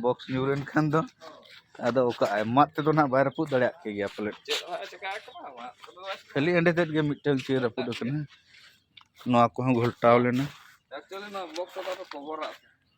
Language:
Santali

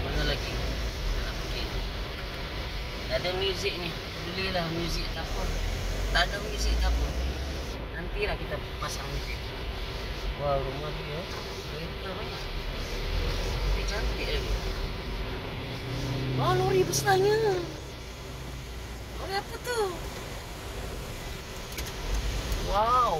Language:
Malay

